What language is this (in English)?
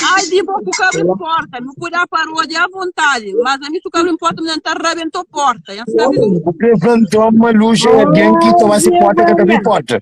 Kabuverdianu